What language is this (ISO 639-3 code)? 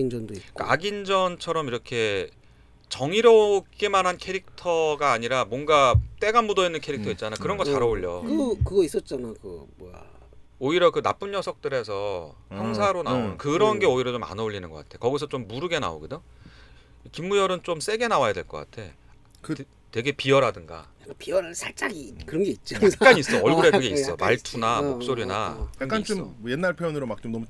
kor